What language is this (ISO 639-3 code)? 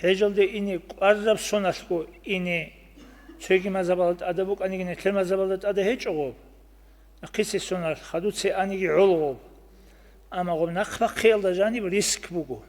ava